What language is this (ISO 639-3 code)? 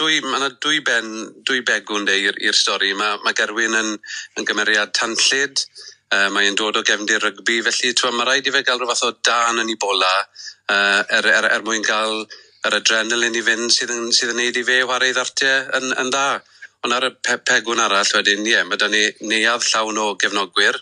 cym